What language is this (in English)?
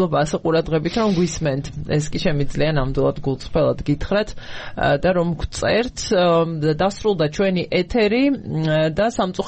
Georgian